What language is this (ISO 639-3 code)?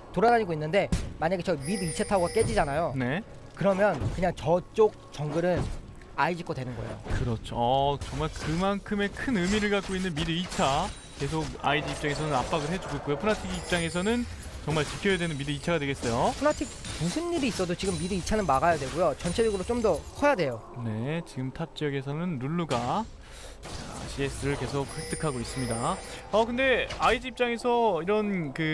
kor